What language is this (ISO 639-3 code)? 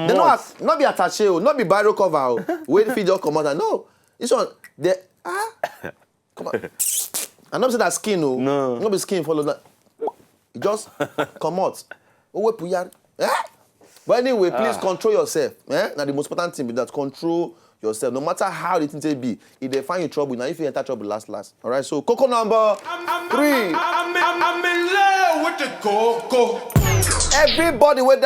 pcm